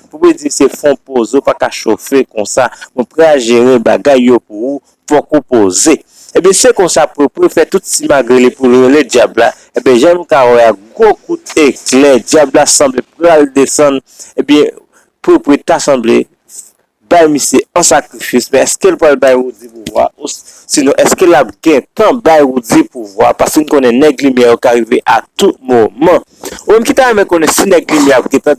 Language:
Haitian Creole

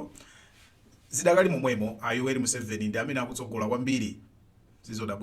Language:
Nyanja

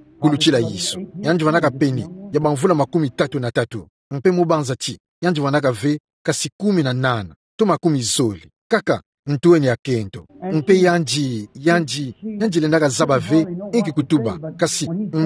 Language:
Kituba (Democratic Republic of Congo)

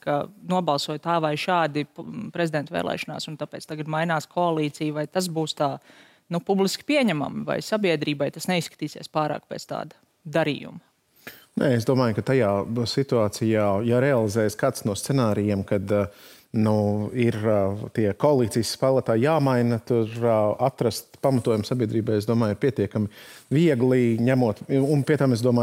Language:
Latvian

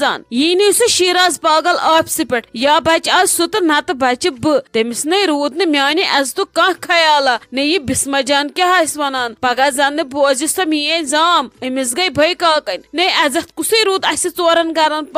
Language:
Kashmiri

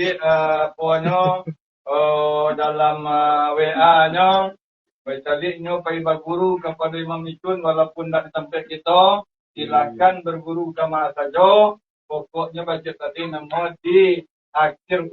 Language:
Minangkabau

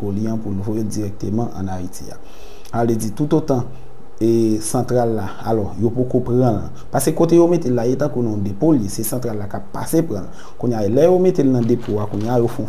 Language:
Haitian Creole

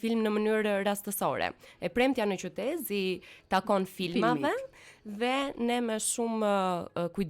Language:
Albanian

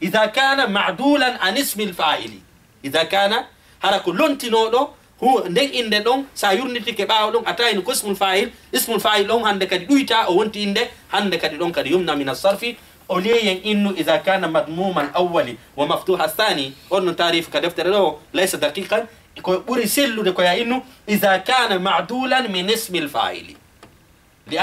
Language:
Fula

